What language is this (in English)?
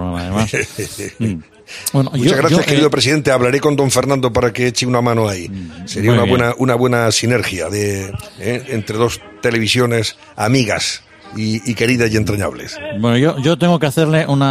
Spanish